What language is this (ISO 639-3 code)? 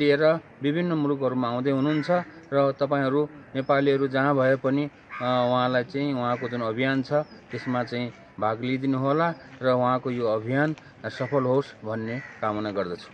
nep